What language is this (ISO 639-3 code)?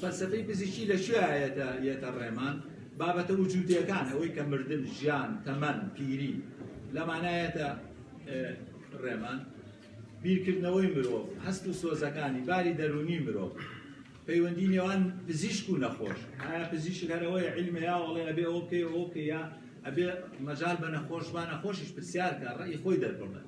ckb